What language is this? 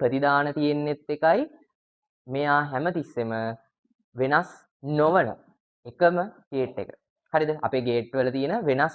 Sinhala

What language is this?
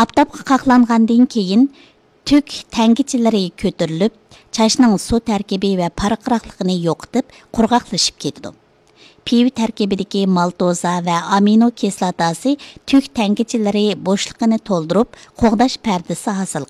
Uyghur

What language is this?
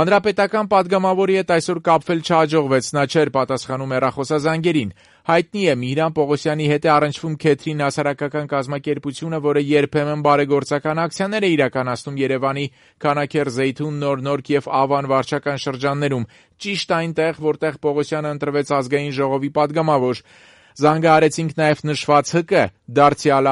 Armenian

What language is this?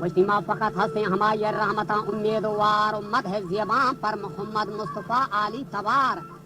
Baluchi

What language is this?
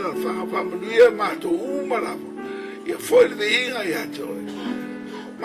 Samoan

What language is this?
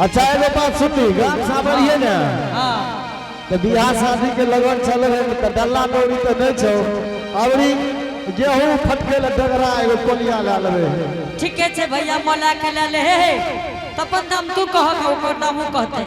Angika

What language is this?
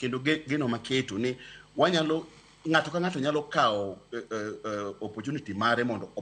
Luo (Kenya and Tanzania)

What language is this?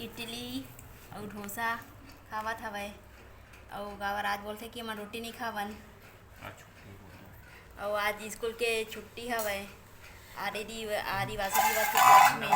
Chhattisgarhi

